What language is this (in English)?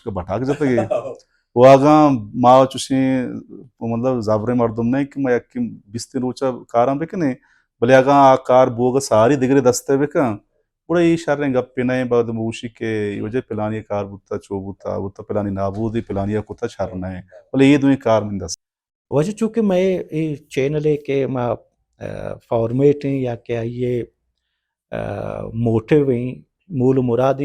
Baluchi